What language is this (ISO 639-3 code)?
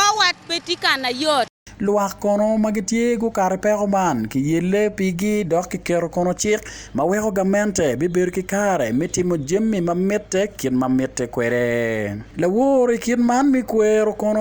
ach